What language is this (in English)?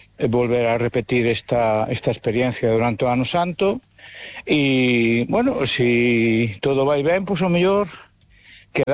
Galician